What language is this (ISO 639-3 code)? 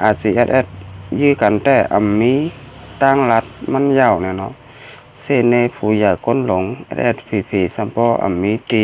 shn